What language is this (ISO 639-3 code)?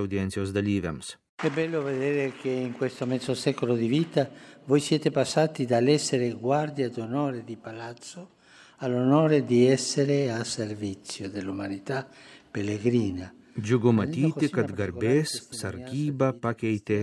lit